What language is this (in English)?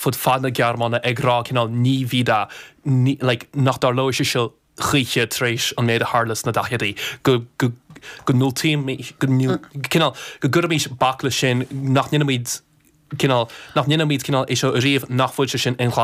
Irish